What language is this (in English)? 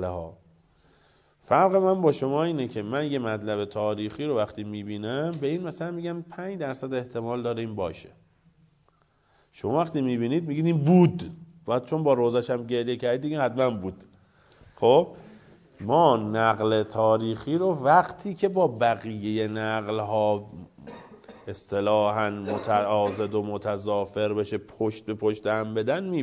Persian